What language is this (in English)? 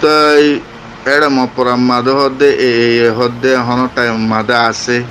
Rohingya